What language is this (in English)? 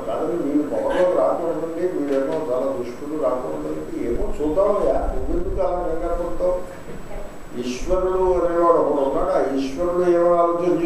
Telugu